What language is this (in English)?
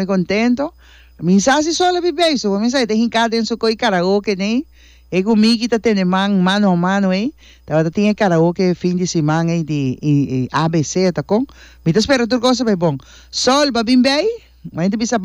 Papiamento